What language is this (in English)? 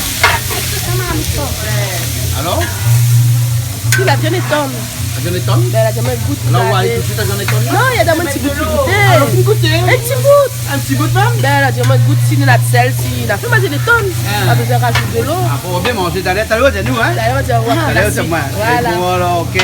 Réunion Creole French